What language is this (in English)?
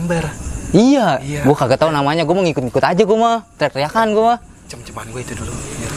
Betawi